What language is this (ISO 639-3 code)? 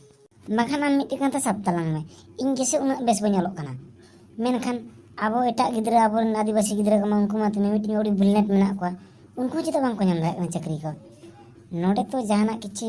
sat